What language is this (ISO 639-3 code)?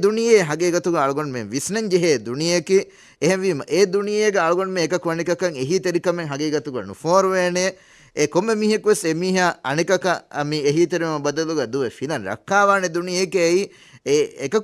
div